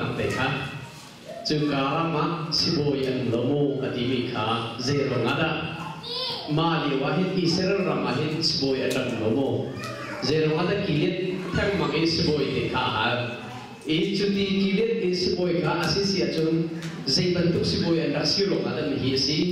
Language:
Hakha Chin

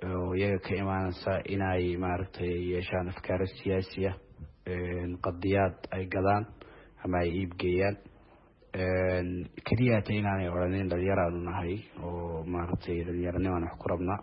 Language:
Somali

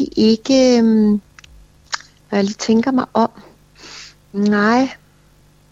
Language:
Danish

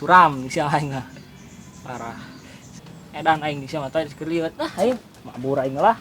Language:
Sundanese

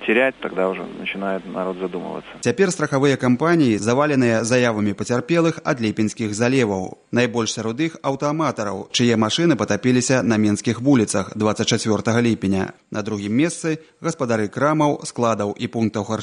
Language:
Belarusian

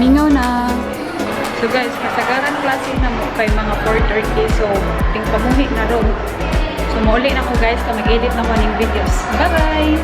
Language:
Cebuano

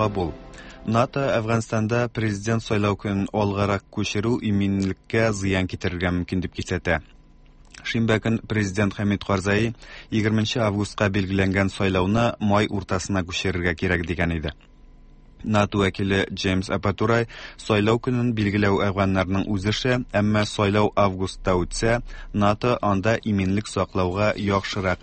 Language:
Tatar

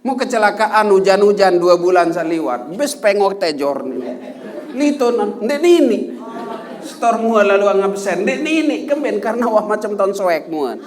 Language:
Sasak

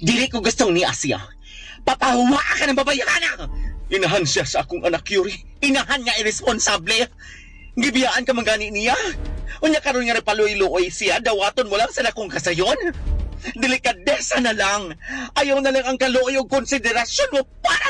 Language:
Cebuano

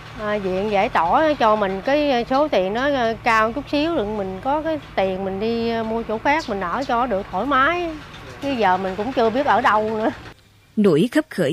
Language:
Vietnamese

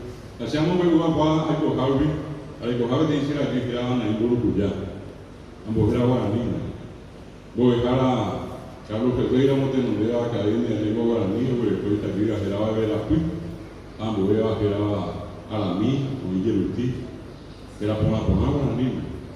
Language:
Guarani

